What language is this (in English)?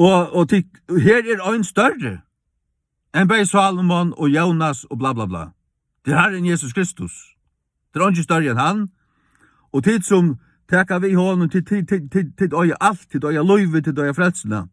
Faroese